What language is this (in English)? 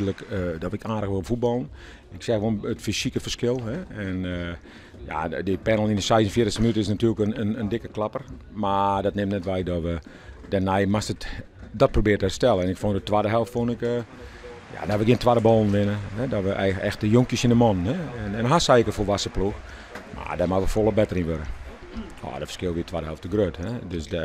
Western Frisian